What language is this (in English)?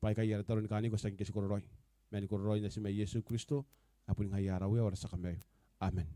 Gilbertese